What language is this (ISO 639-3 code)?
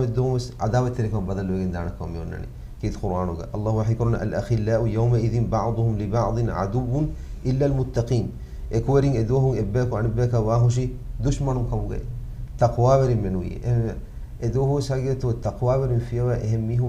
div